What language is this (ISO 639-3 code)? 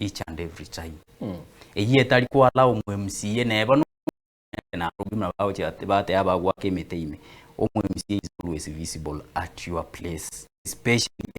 guz